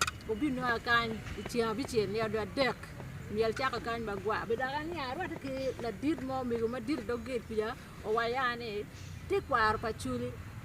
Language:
Acoli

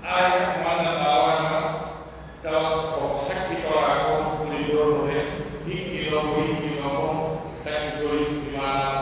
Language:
Pular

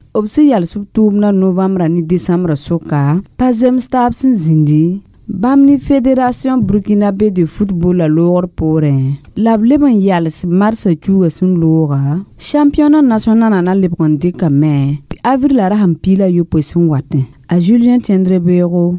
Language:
Mossi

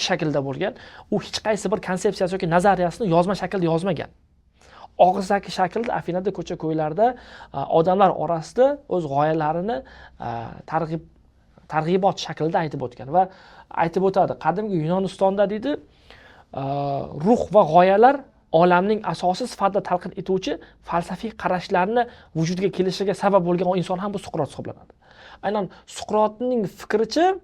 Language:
Uzbek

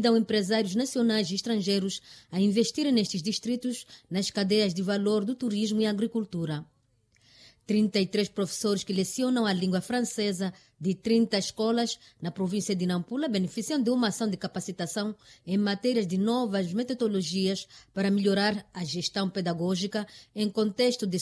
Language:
Portuguese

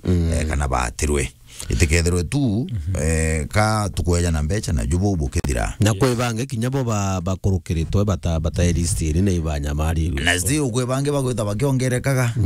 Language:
Meru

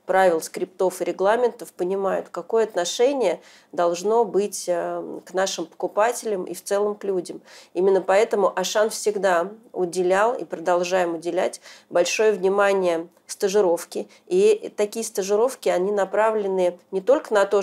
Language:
Russian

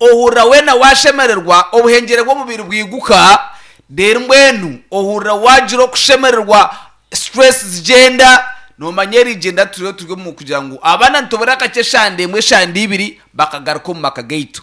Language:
Nyankole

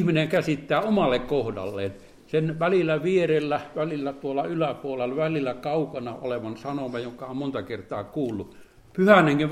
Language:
Finnish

